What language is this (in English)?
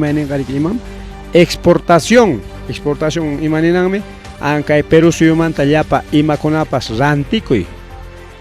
Ayacucho Quechua